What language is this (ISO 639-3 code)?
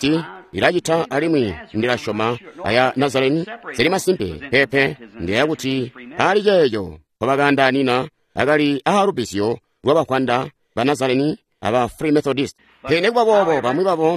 toi